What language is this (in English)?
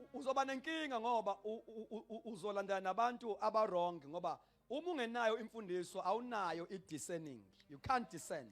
Zulu